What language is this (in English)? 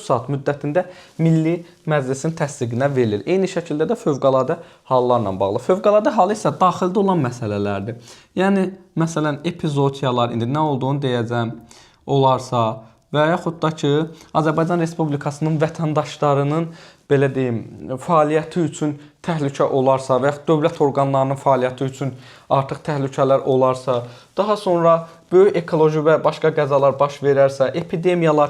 Azerbaijani